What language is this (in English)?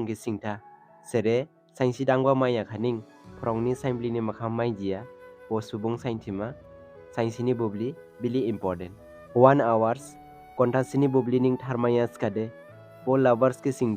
Dimasa